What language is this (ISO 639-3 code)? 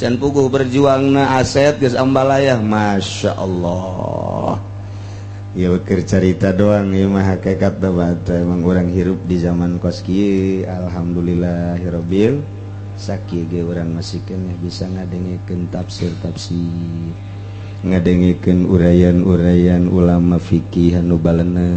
sun